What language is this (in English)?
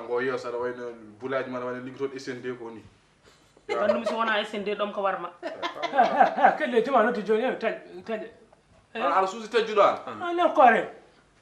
Fula